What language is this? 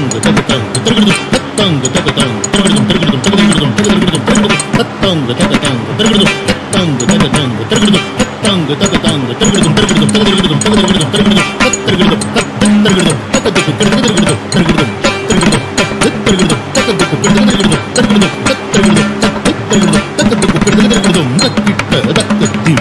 Telugu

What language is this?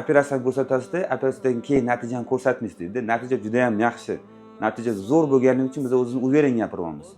Uzbek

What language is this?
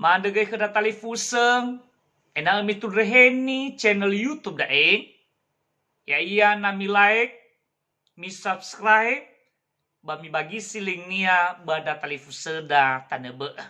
Nias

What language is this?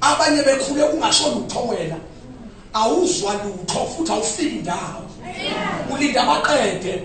Zulu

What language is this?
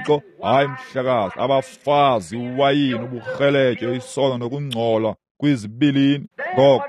Xhosa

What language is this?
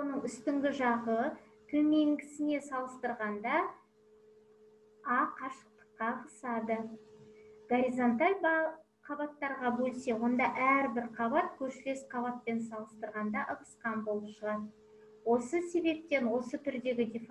Kazakh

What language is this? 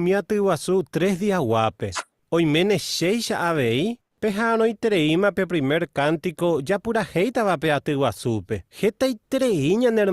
Guarani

